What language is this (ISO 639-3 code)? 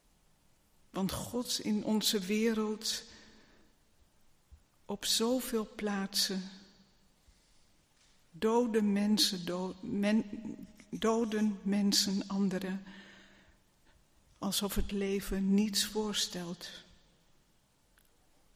nld